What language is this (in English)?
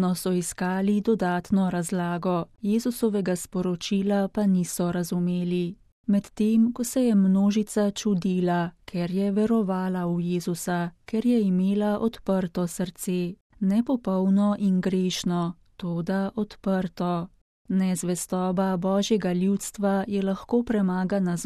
Slovenian